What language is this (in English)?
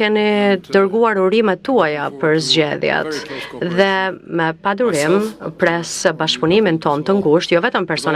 Albanian